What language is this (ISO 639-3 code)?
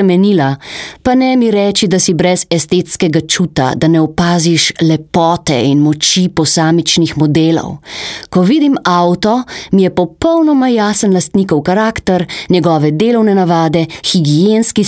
slv